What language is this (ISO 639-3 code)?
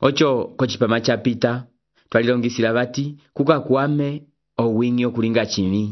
umb